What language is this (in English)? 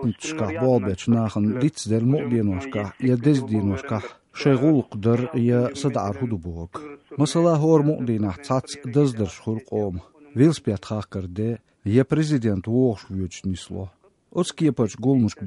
Chechen